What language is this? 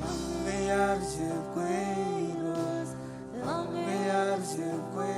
Marshallese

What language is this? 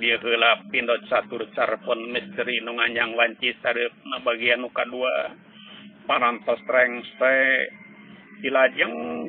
Sundanese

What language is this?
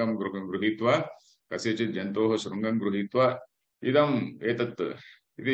Sanskrit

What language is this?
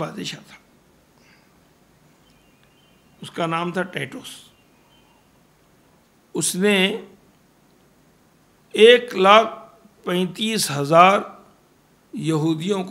Urdu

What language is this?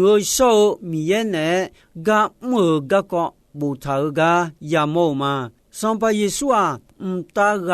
Akha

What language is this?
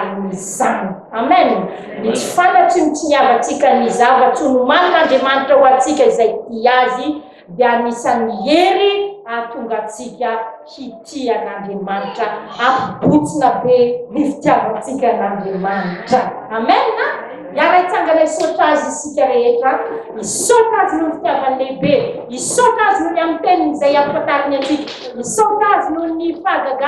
Malagasy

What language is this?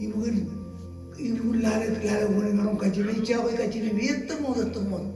Marshallese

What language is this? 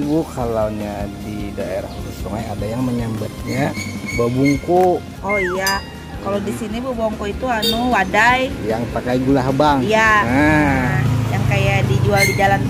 Banjar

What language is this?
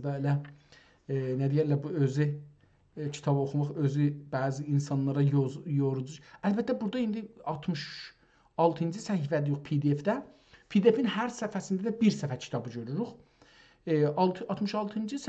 South Azerbaijani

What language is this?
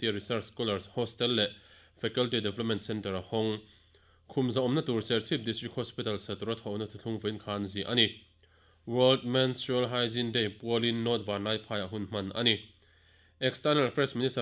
Mizo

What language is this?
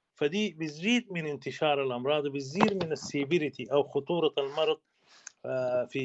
Sudanese Arabic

